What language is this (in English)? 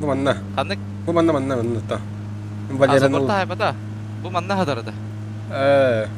Yakut